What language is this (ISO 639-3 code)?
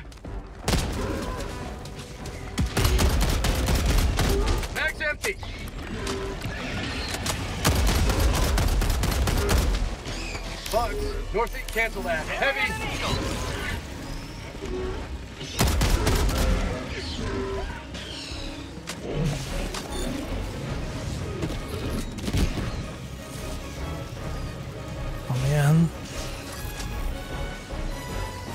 swe